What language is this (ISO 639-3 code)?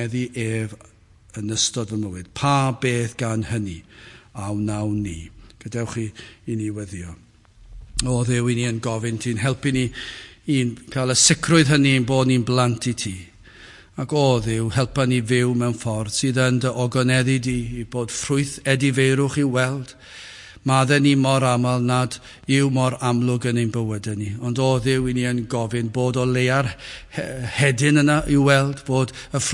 cym